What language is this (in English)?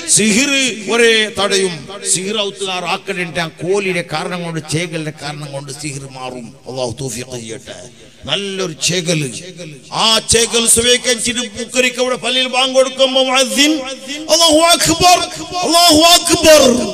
Malayalam